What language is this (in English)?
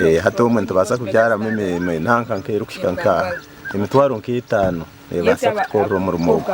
Nyankole